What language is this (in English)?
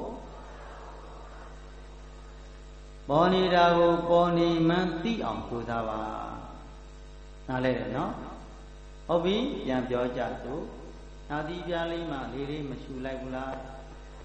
Burmese